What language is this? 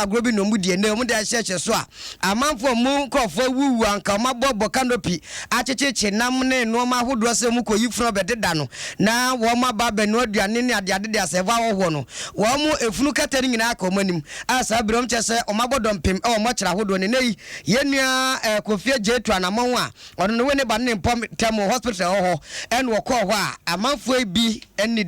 Akan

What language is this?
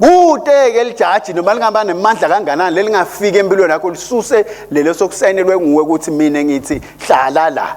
Swati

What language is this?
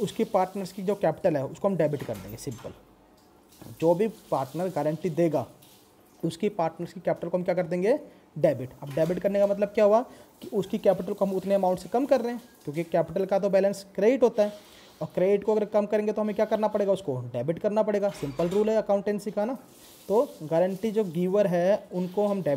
Hindi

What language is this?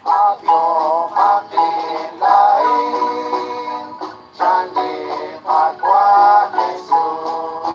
Kekchí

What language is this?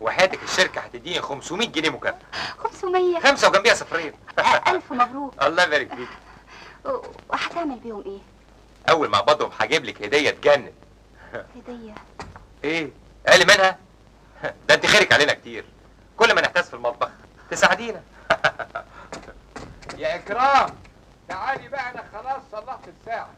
Egyptian Arabic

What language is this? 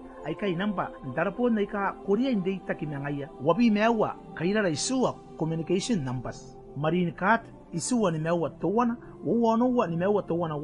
Gilbertese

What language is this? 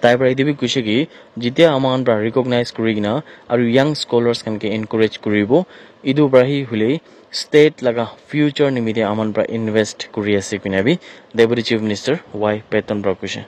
Naga Pidgin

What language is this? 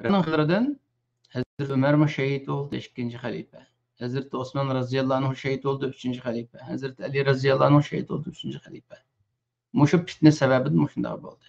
Uyghur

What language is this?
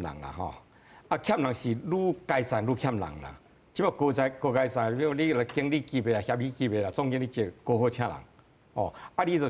Min Nan Chinese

